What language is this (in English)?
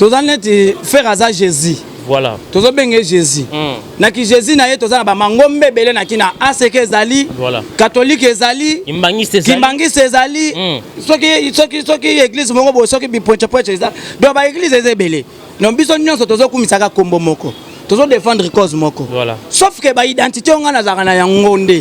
Lingala